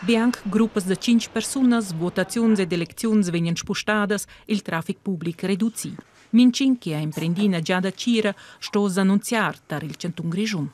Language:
Romansh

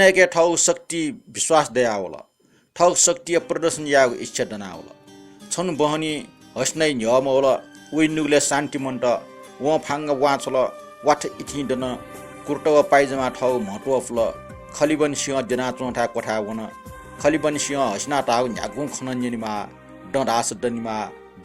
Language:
Newari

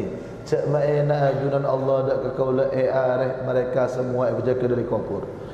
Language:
Madurese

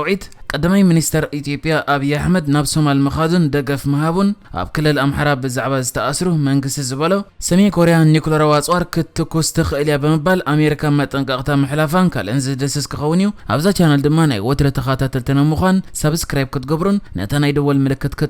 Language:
Tigrinya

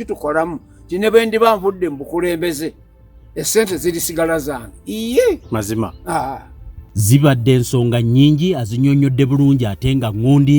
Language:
Ganda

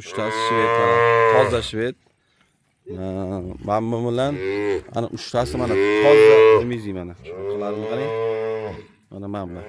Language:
Uzbek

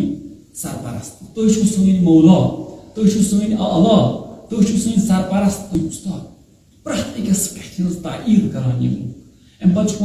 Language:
Kashmiri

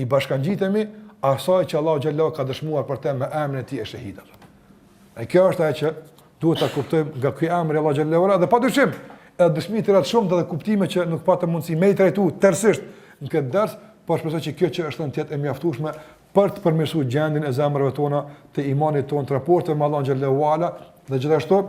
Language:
Albanian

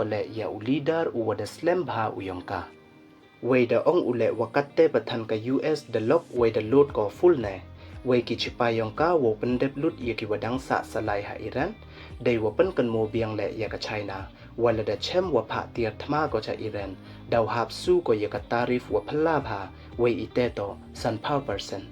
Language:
Pnar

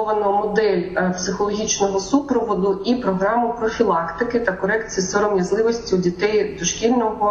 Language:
Ukrainian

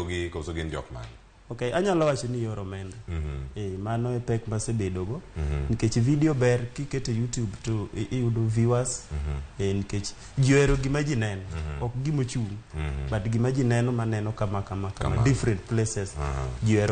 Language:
Luo (Kenya and Tanzania)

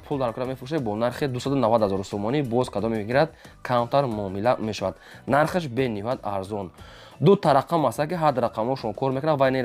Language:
Tajik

